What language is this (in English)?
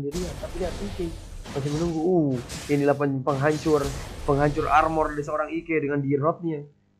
Indonesian